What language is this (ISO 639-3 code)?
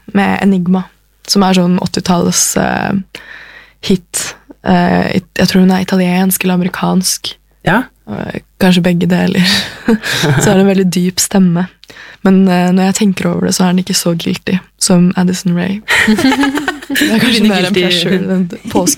nor